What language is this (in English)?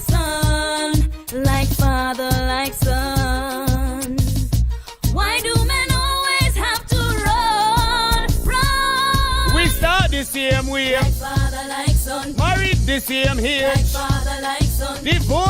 Jamaican Creole English